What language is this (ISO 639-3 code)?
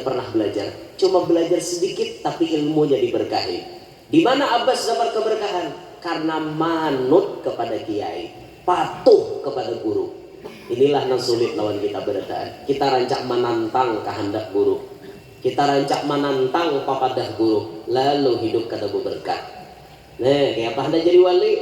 bjn